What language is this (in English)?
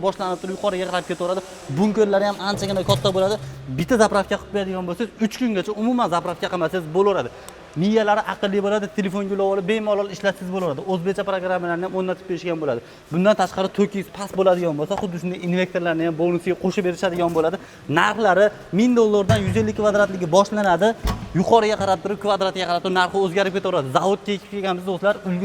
Uzbek